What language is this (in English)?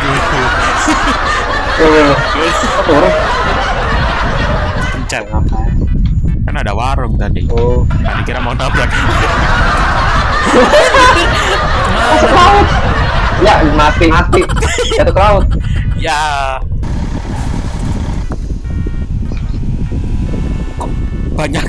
Indonesian